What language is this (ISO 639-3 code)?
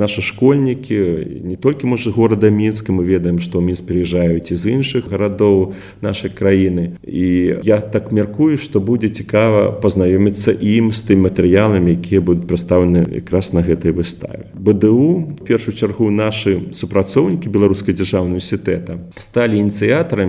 bel